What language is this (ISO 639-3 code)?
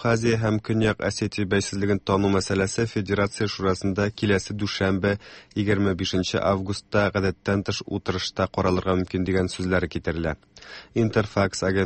tat